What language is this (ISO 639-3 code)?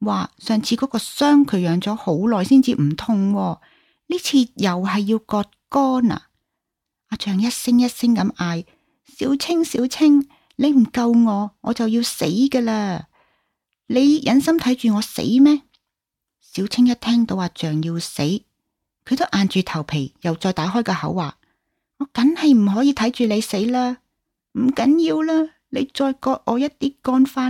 yue